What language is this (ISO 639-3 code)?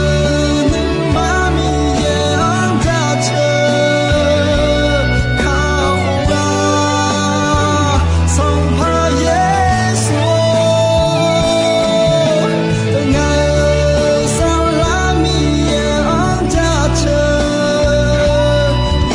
ahk